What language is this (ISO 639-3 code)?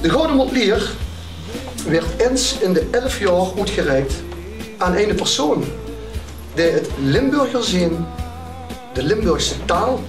lim